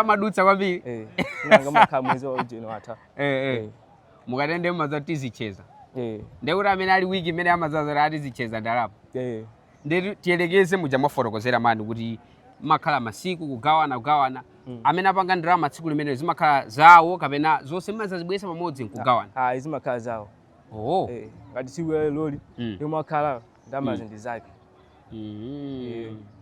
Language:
Nyanja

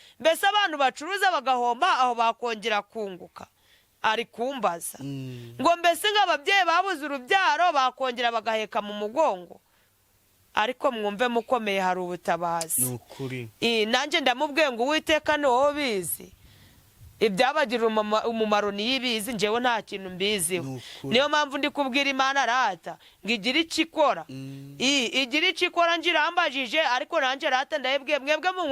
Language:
Kinyarwanda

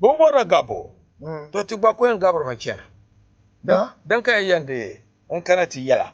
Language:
Dagbani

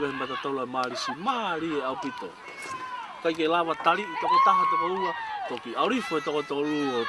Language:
Tongan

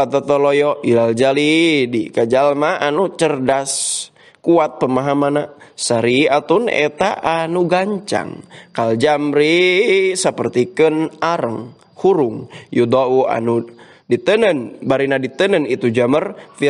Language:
Sundanese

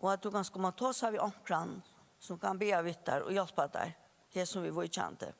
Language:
Faroese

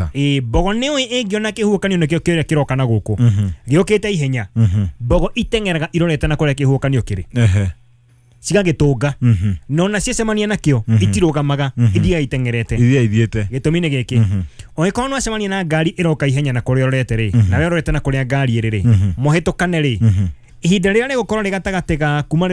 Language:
Kikuyu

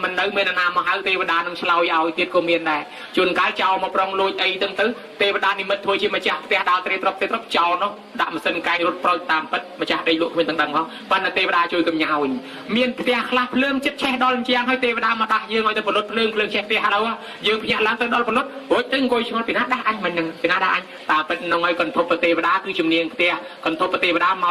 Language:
Khmer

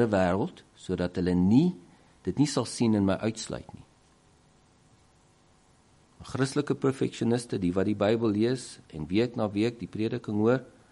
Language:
Afrikaans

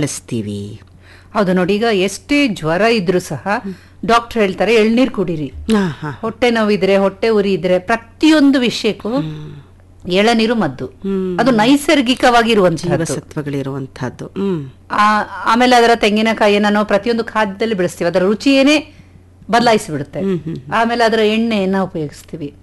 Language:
Kannada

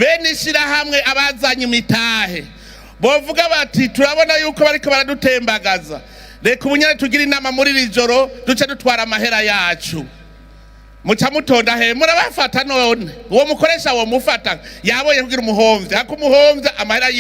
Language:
Rundi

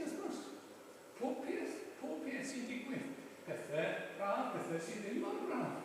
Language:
Welsh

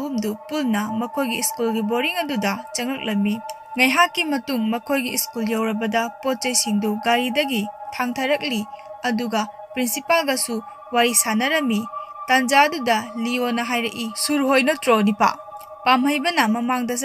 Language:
Manipuri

